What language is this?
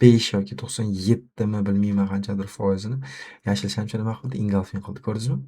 Uzbek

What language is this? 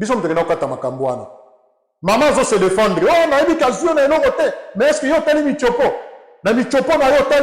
Lingala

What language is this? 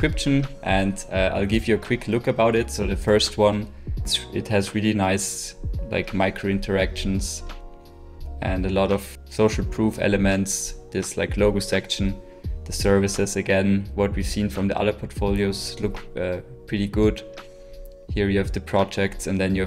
English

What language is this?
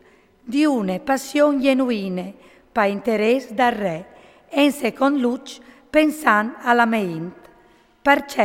Friulian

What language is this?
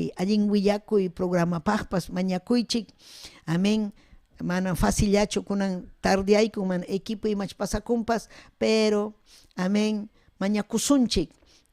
Ayacucho Quechua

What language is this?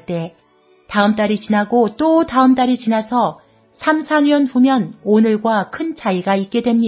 Korean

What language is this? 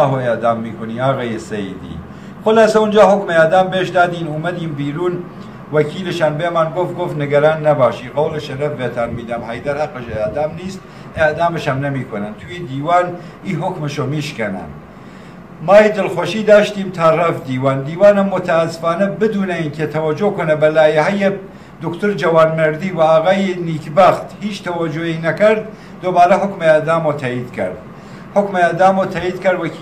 Persian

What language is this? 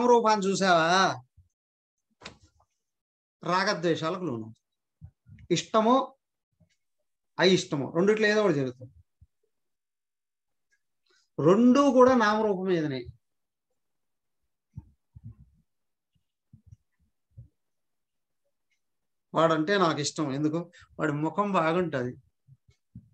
Telugu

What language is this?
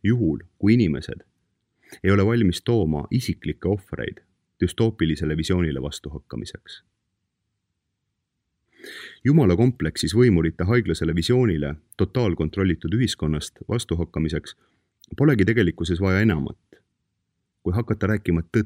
Estonian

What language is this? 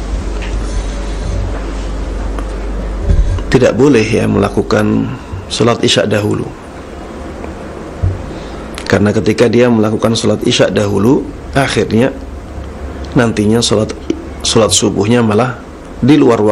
Indonesian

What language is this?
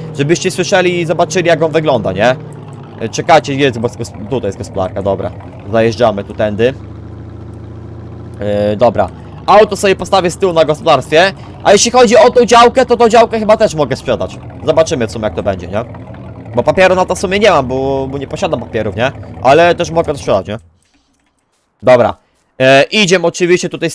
Polish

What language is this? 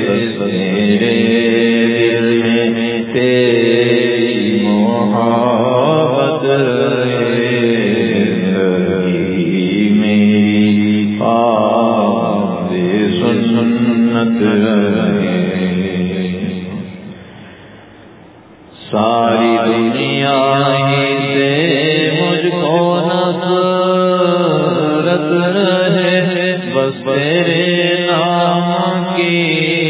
Urdu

